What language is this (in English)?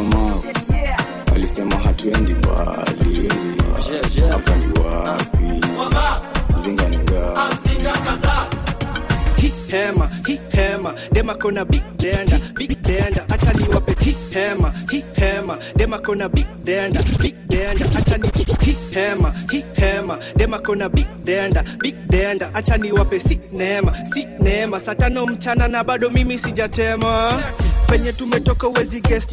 Swahili